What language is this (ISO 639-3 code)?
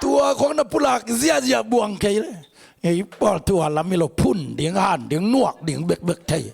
ctd